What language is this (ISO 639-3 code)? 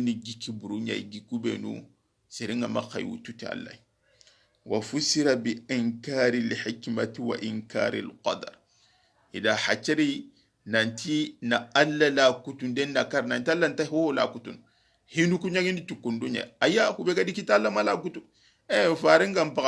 snk